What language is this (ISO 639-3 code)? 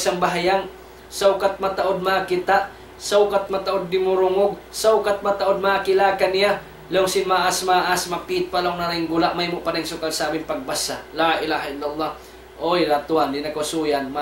tsg